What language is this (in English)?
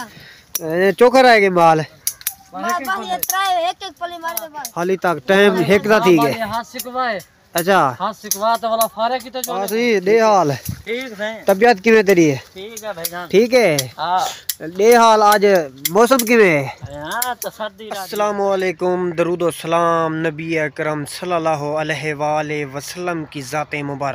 Saraiki